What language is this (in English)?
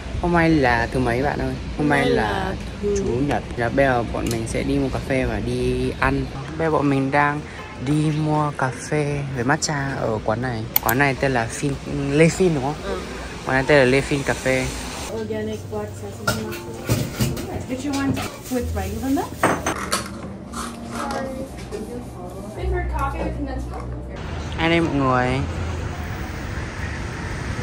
Vietnamese